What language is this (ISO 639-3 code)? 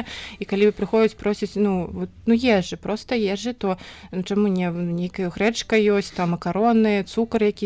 bel